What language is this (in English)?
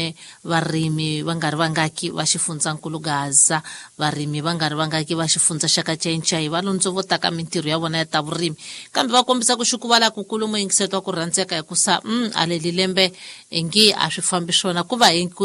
Tsonga